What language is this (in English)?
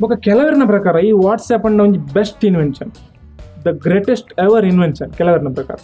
Tulu